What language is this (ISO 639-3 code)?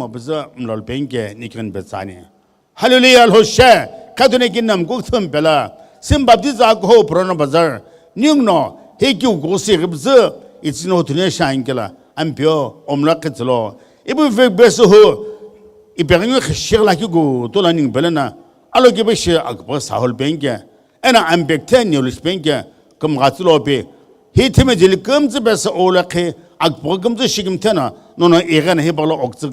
nsm